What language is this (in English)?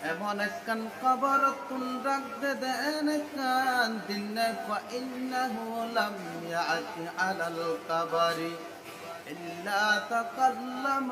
Rohingya